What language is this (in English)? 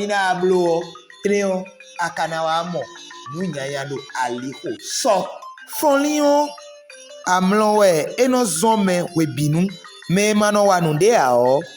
Fon